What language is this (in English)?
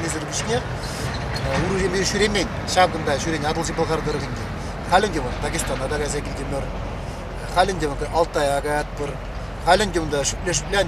Chuvash